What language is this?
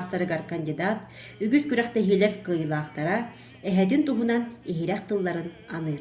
Yakut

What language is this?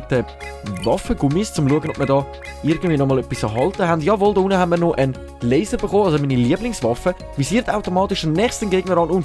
Swiss German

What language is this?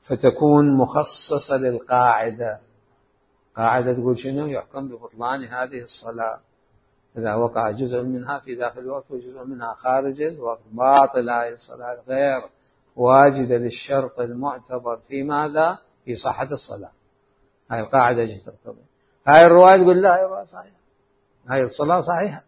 Mesopotamian Arabic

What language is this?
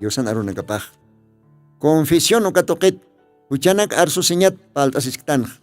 Aymara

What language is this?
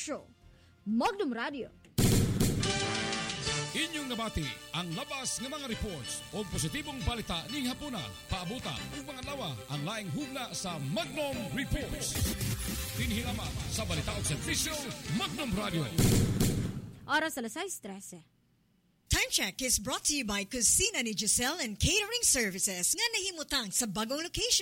Cebuano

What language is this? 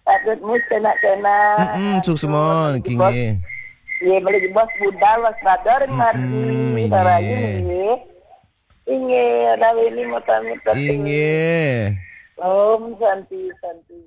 Balinese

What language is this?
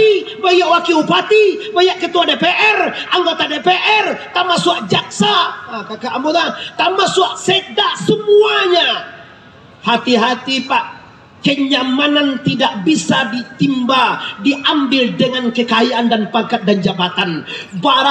Minangkabau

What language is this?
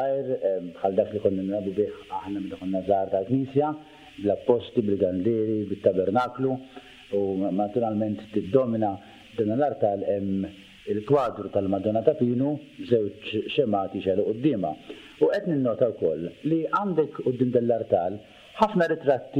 Maltese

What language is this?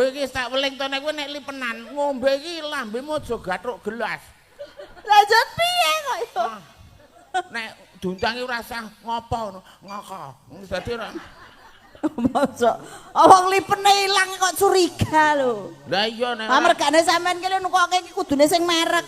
Javanese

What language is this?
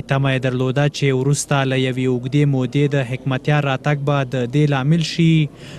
Pashto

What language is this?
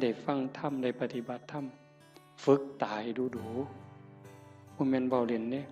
Northeastern Thai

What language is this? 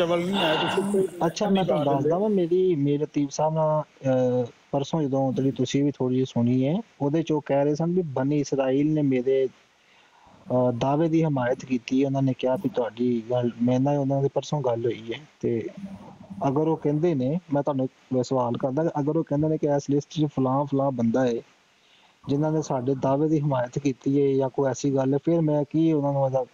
Punjabi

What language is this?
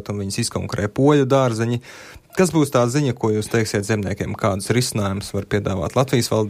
Latvian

